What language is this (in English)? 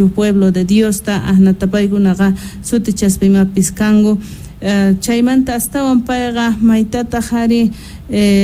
Quechua